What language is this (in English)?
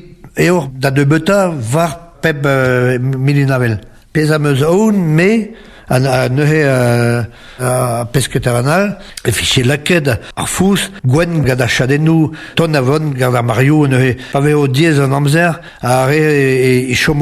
Breton